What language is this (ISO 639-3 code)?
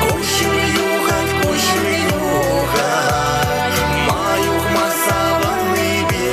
chv